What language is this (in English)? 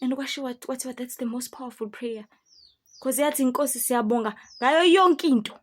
Zulu